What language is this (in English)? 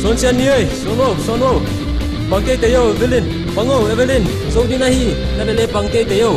Paite Chin